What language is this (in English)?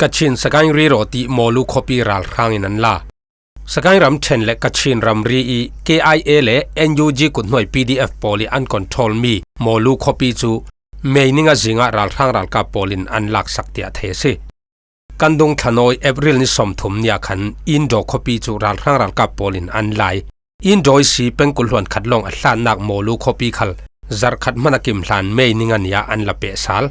Falam Chin